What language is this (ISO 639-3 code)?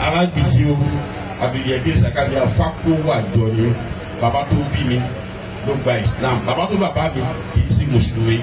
yor